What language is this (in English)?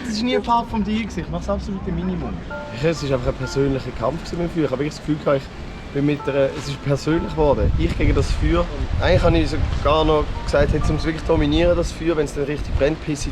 Swiss German